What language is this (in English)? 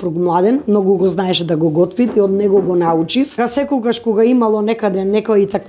Macedonian